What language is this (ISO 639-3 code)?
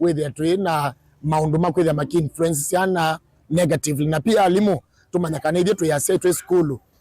kam